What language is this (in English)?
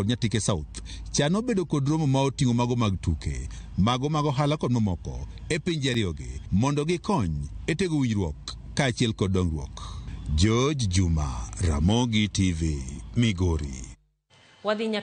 Luo (Kenya and Tanzania)